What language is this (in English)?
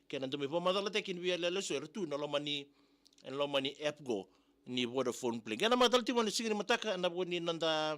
Fijian